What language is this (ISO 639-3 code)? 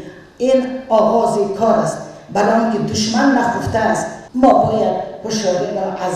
tgk